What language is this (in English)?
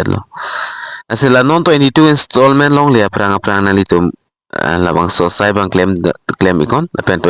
Karbi